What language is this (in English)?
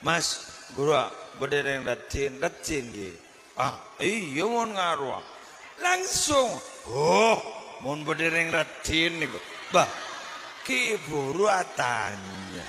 Madurese